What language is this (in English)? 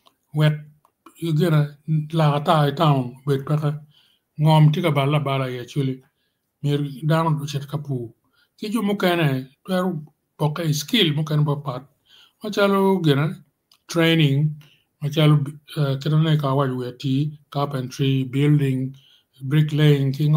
Acoli